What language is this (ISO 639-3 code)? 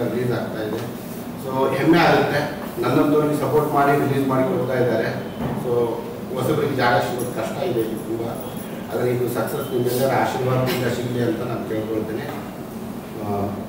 kan